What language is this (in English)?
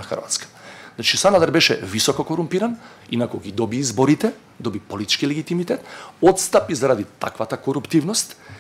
Macedonian